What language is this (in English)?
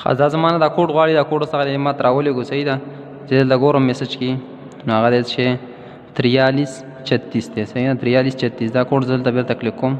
Pashto